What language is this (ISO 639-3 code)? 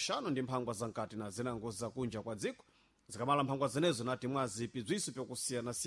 seh